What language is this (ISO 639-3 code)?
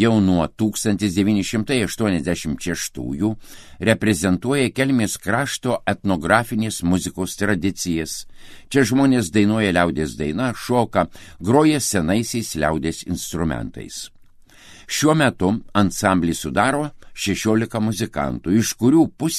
lit